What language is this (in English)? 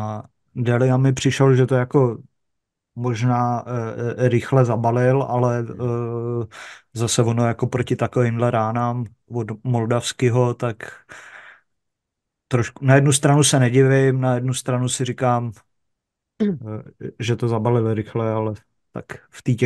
Czech